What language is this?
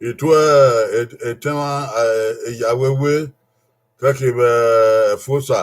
Bini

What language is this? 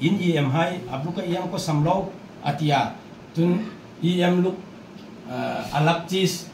Hmar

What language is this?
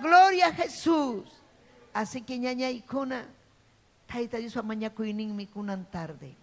Ayacucho Quechua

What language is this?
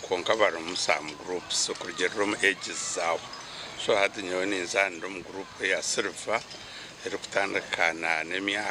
Nyankole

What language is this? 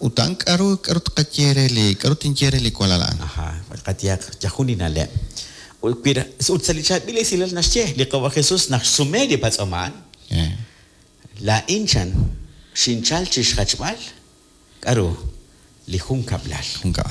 Kekchí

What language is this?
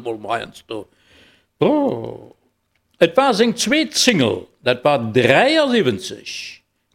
Luxembourgish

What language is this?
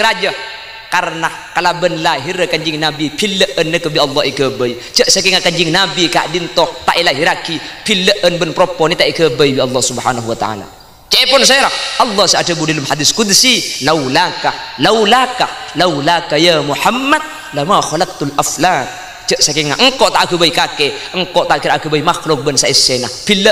Madurese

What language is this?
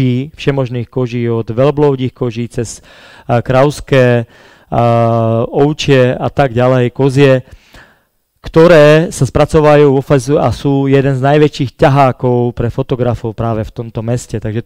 Slovak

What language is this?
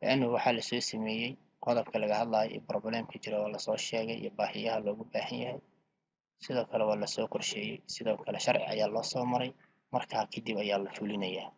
Somali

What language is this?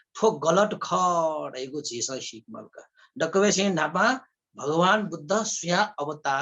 Newari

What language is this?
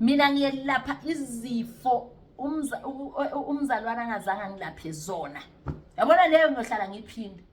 Zulu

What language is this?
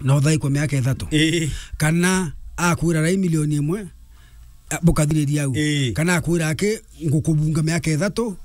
Meru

